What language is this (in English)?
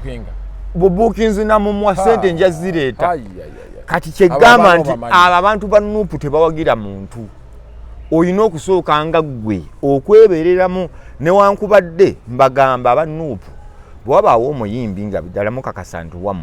Ganda